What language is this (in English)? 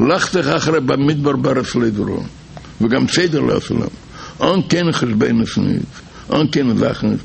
Yiddish